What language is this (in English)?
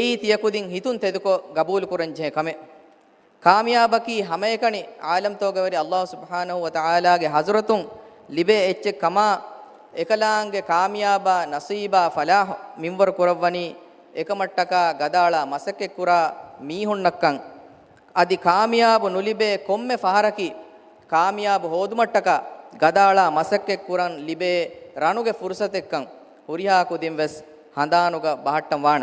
Divehi